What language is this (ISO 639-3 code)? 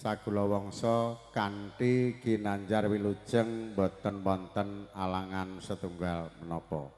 jav